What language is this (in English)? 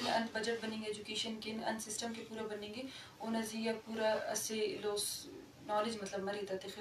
Eastern Balochi